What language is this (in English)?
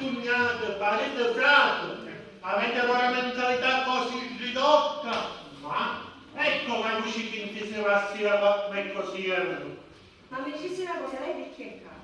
Sicilian